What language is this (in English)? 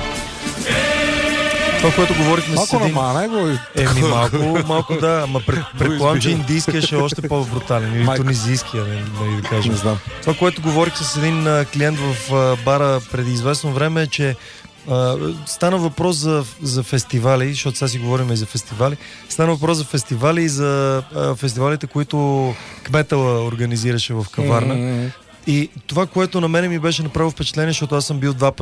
Bulgarian